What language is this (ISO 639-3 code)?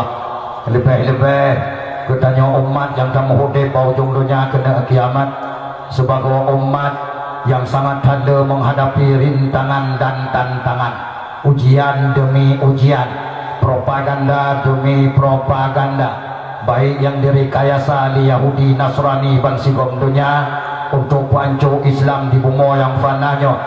ace